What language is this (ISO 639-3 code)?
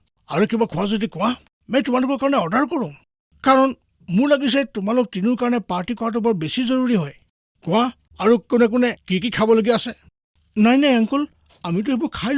asm